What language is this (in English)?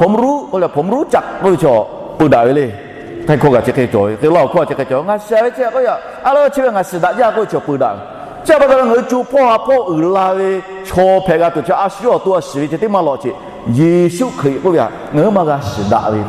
Lahu